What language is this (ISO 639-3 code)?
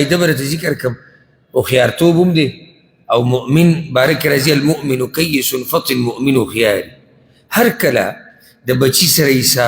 pus